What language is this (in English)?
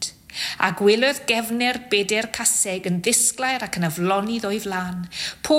Welsh